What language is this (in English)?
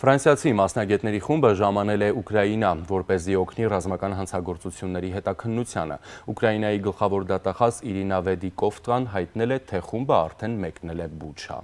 Armenian